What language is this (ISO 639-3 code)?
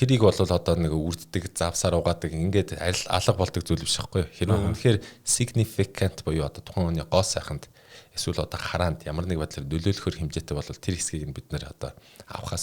mon